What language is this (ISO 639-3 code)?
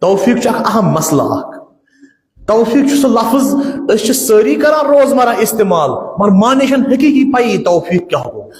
kas